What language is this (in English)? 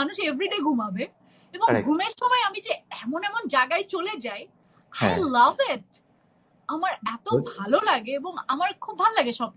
Bangla